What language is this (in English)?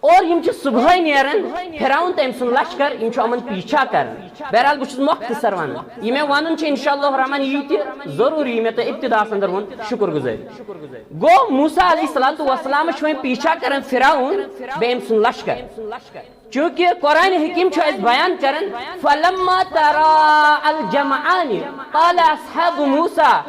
Kashmiri